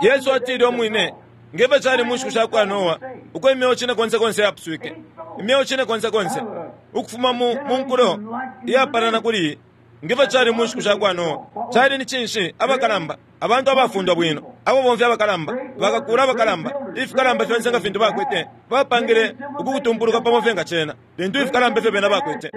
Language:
Bemba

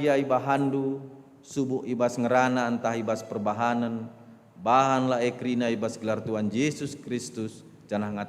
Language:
Batak Karo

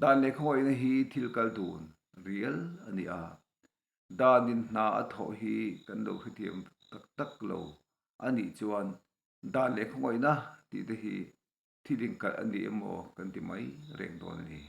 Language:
Mizo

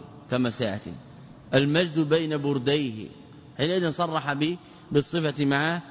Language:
Arabic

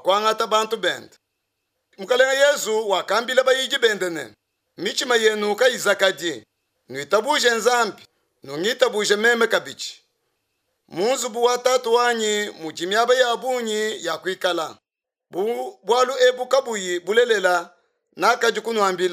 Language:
Luba-Lulua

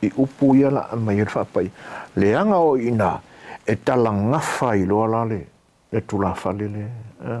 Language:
Samoan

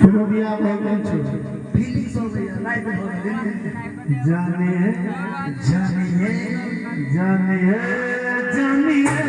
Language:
Maithili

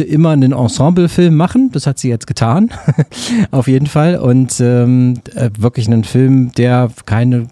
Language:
German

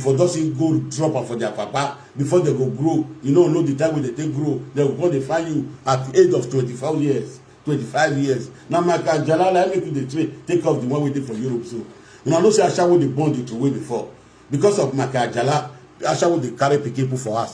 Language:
Nigerian Pidgin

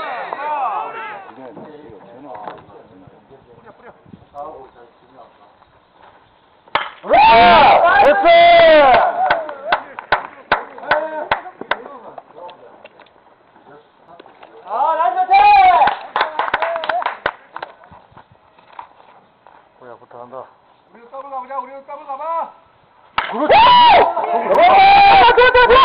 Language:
Korean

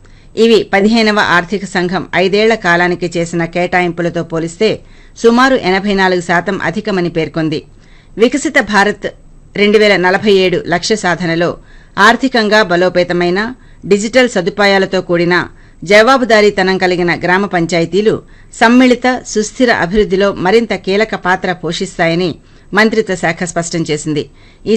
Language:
Telugu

